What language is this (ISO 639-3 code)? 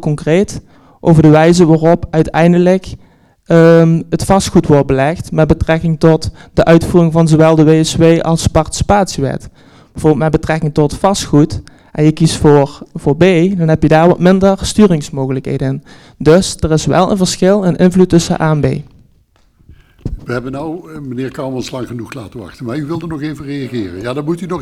nld